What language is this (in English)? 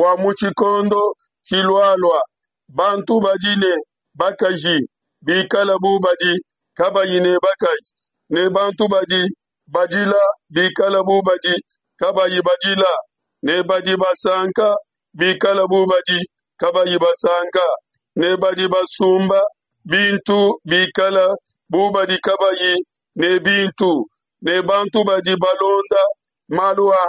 Luba-Lulua